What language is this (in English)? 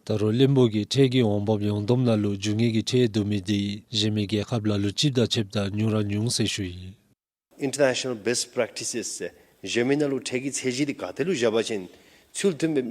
Dzongkha